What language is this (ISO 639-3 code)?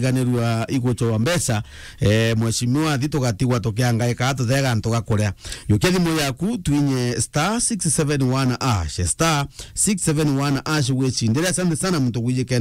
mer